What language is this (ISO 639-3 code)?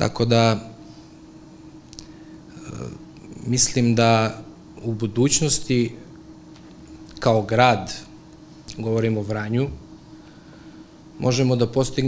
srp